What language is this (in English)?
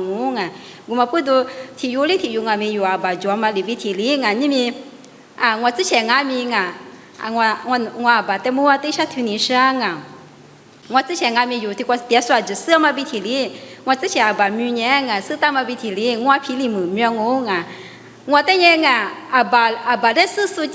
Lisu